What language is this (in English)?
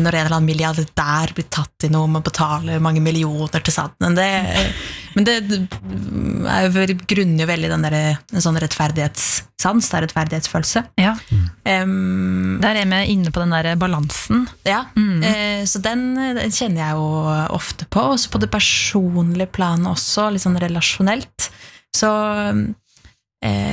Norwegian